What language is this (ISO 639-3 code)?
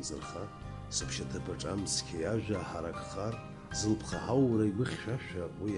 abk